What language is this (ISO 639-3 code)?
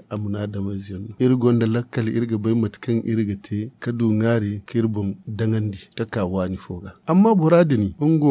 dje